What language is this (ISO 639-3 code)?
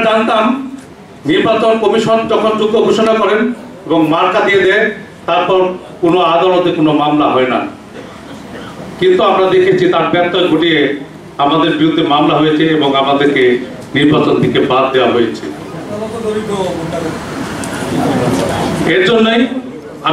ben